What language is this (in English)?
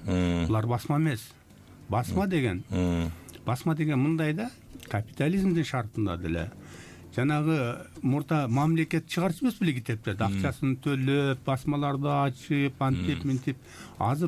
Kyrgyz